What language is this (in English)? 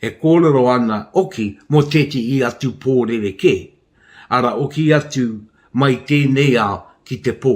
Māori